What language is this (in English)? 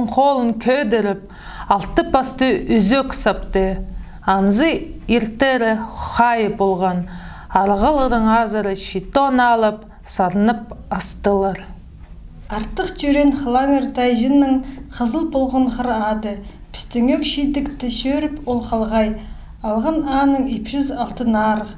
Khakas